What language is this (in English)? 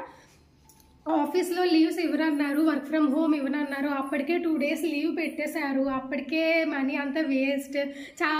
Telugu